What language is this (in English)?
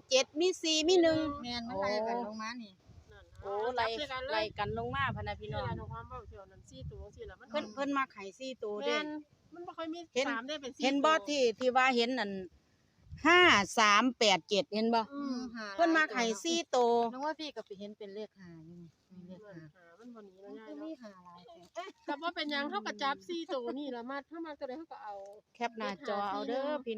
Northeastern Thai